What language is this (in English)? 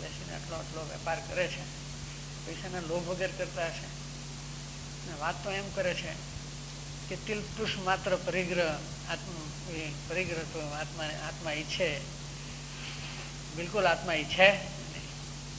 Gujarati